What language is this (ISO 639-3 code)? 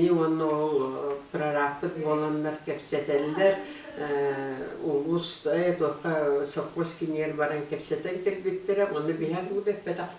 sah